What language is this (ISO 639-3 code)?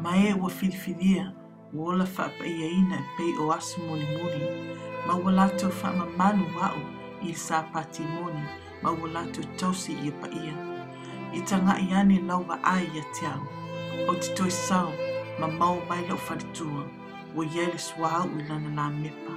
smo